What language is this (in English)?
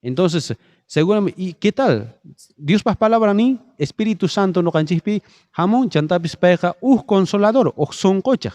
South Bolivian Quechua